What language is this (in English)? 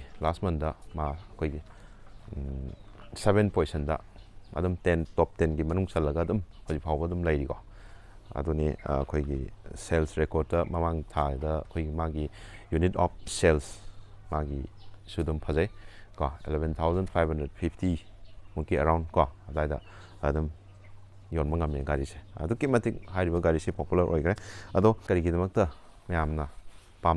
Manipuri